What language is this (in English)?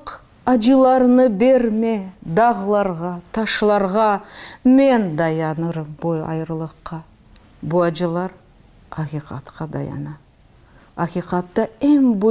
Crimean Tatar